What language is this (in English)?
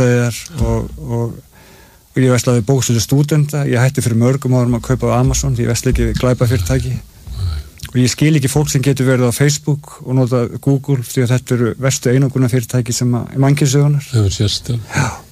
Icelandic